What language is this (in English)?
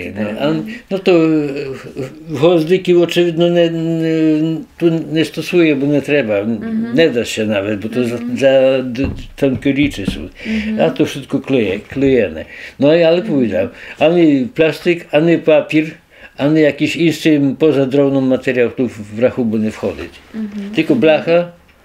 Rusyn